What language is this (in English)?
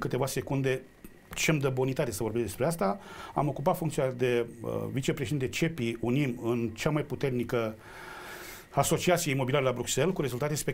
Romanian